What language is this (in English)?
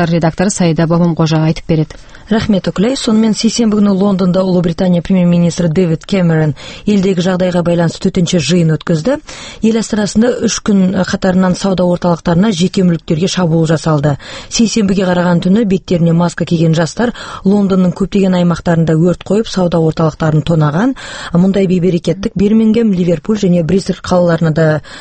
Kazakh